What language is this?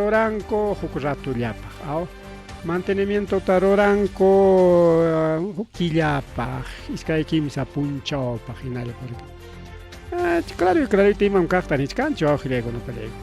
Ayacucho Quechua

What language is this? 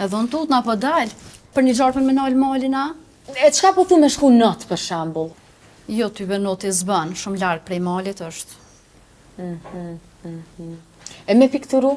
Albanian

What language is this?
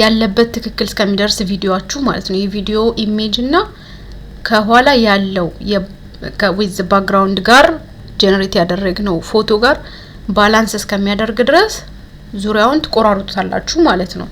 Amharic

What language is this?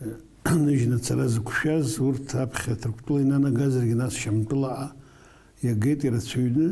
Abkhazian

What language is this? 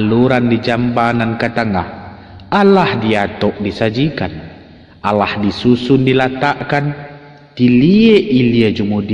Minangkabau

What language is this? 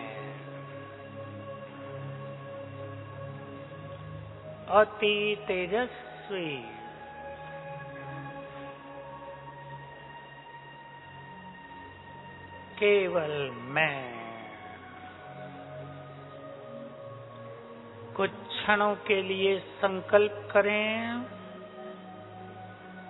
Hindi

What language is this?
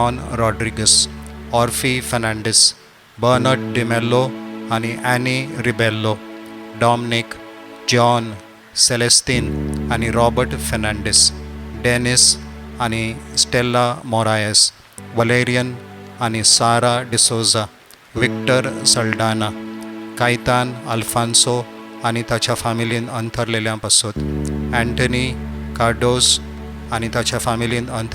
Konkani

